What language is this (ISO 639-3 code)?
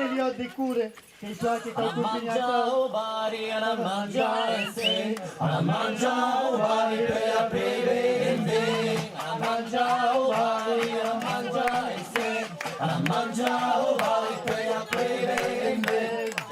oci